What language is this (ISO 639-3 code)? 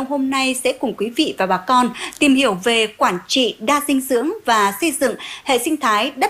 vie